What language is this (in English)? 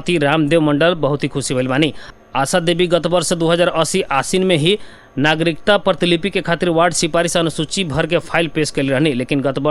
Bhojpuri